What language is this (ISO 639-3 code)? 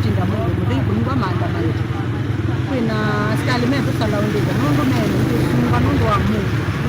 kam